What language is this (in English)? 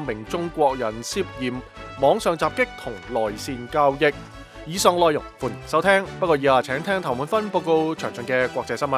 Cantonese